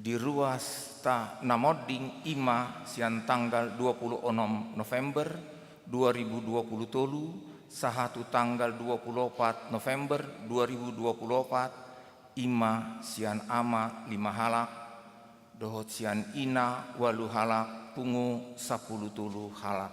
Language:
Batak Toba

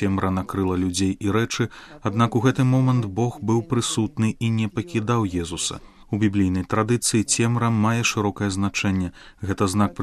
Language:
Belarusian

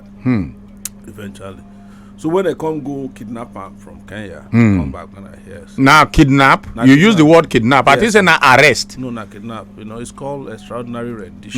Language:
Nigerian Pidgin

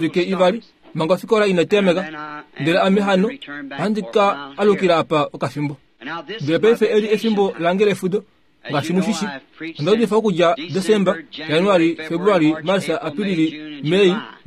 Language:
Kuanyama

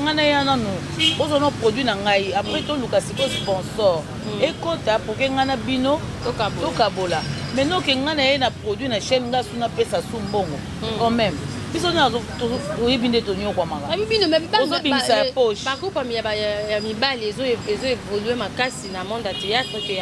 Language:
Lingala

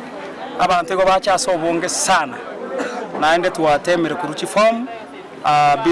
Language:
Gusii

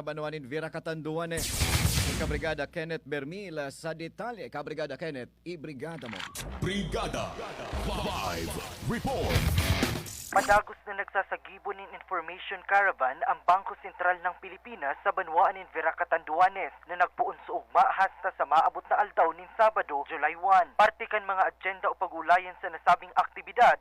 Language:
Bikol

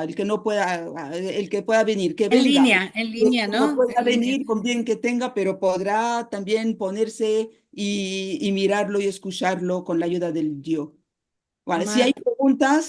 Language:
Ladino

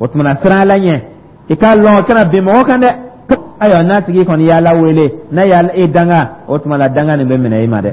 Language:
Dyula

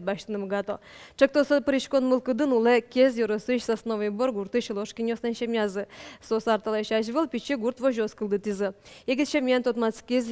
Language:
Udmurt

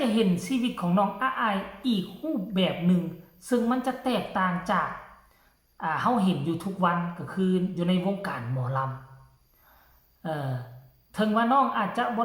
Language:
Northeastern Thai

